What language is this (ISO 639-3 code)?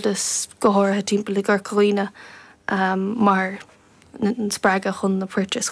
gle